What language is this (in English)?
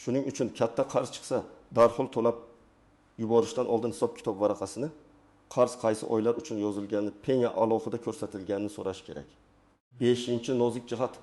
Uzbek